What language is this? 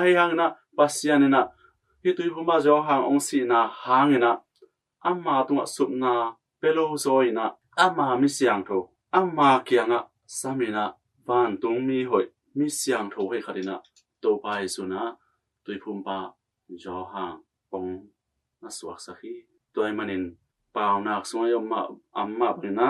Tedim Chin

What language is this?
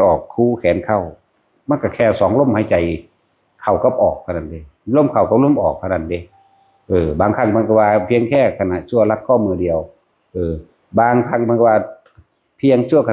Northeastern Thai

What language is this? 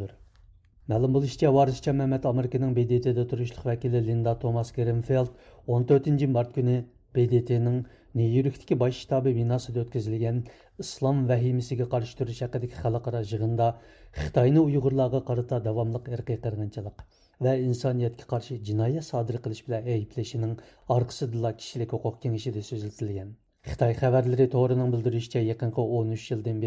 Uyghur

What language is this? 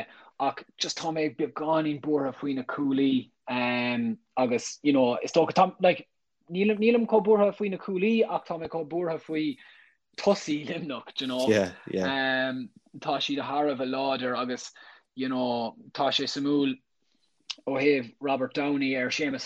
Irish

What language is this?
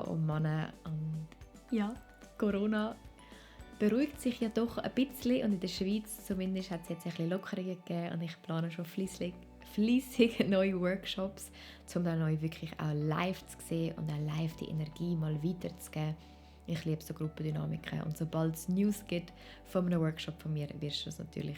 Swiss German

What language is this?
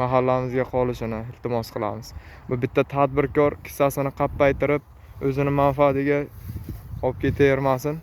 Uzbek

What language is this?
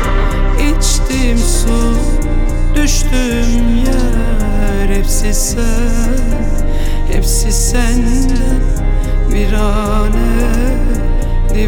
Turkish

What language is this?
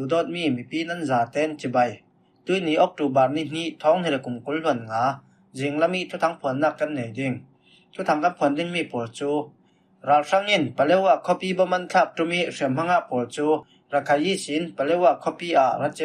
Falam Chin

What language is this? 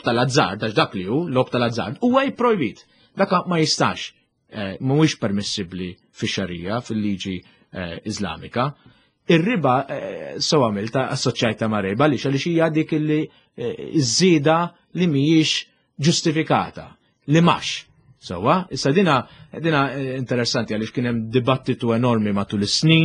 Maltese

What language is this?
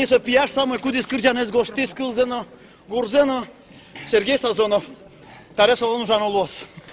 Udmurt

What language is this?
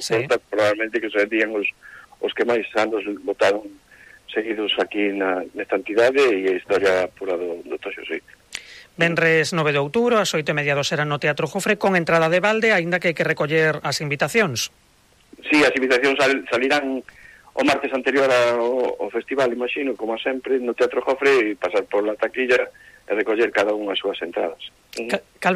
Galician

